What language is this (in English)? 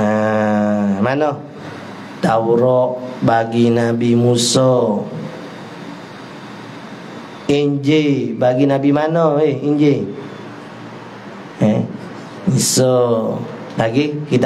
Malay